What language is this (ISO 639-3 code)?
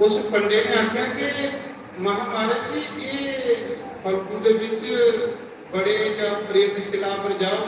doi